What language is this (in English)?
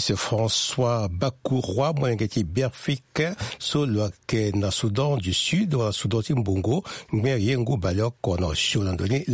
Sango